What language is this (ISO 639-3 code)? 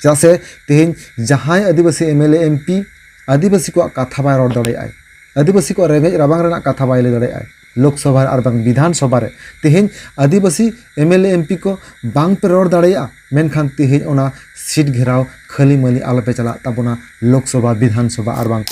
sat